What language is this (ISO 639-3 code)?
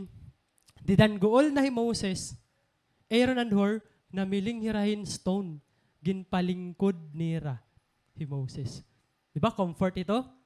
war